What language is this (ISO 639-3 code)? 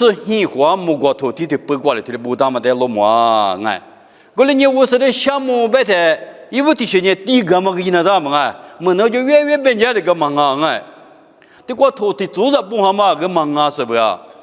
lis